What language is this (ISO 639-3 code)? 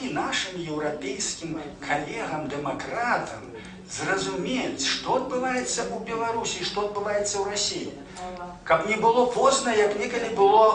bel